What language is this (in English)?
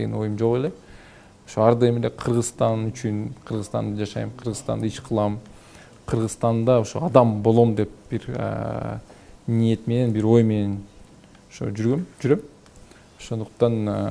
Kyrgyz